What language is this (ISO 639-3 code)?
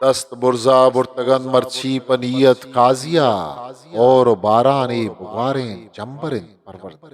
bgp